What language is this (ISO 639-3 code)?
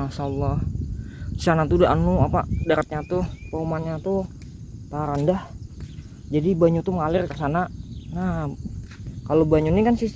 bjn